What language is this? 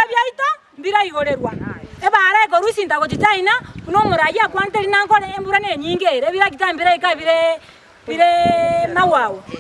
Gusii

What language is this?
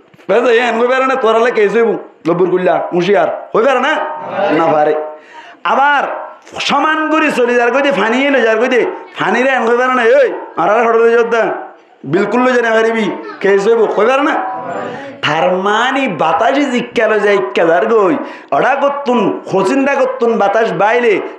Rohingya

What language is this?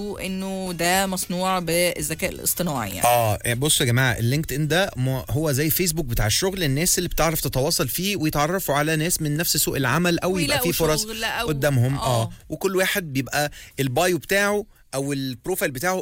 Egyptian Arabic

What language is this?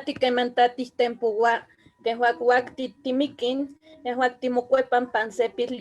Eastern Huasteca Nahuatl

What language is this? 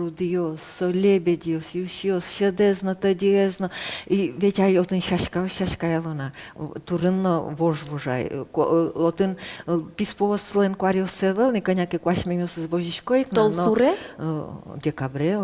Udmurt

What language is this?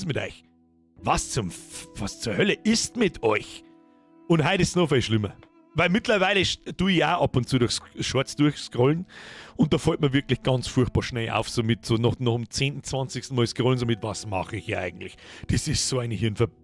Bavarian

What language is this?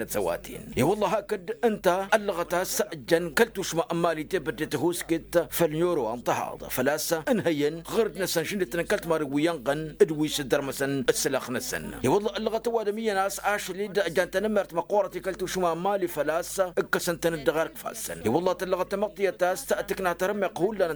Tamasheq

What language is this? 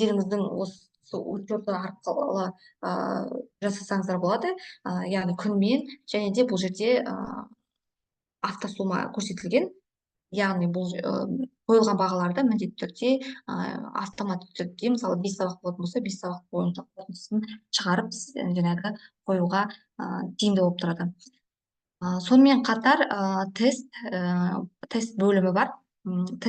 Kazakh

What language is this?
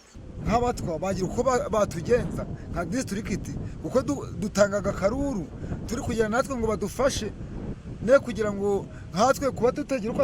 Nyankole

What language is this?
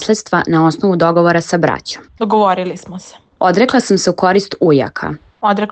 Serbian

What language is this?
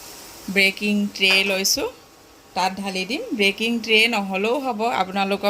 Assamese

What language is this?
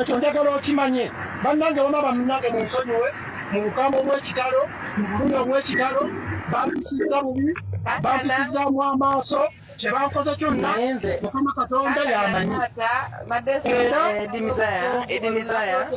Ganda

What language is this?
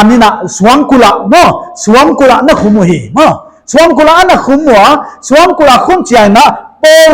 Paite Chin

